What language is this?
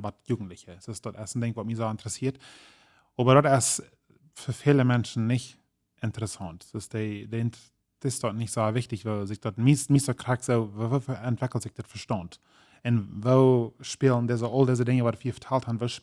Plautdietsch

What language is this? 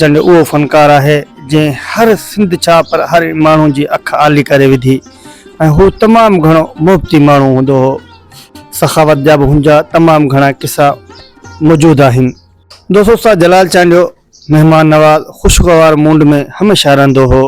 Sindhi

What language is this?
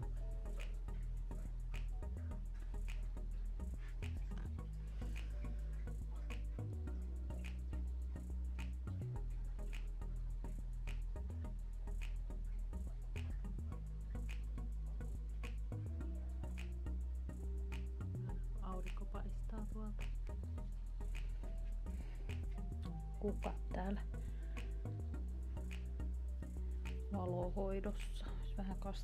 Finnish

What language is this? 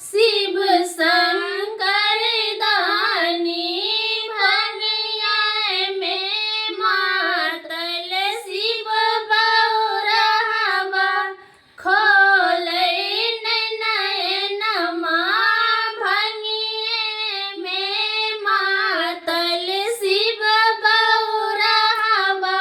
Maithili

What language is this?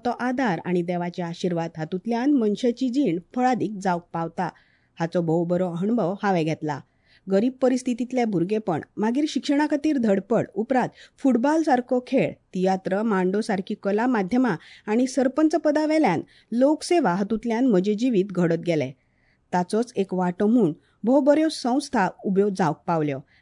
Konkani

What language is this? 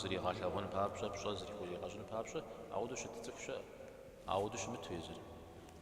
Kabardian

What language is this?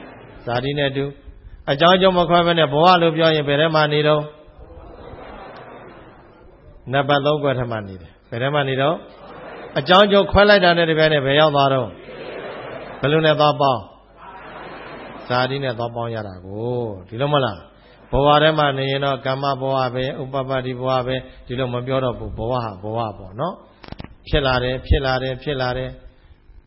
Burmese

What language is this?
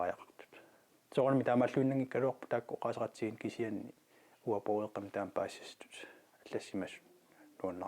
Kalaallisut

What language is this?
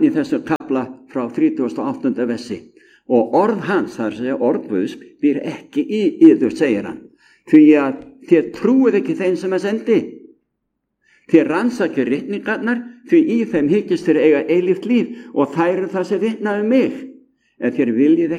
Icelandic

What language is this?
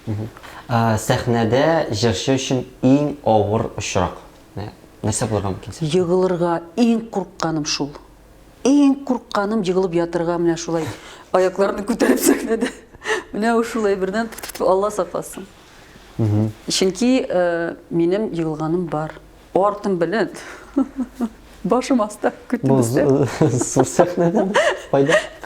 Tatar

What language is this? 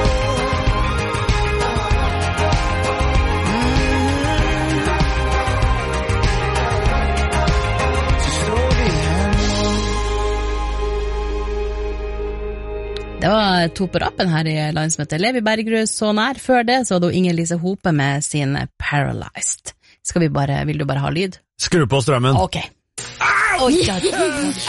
Norwegian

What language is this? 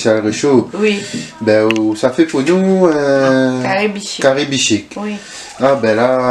Réunion Creole French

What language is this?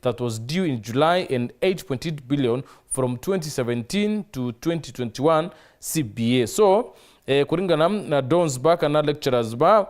Meru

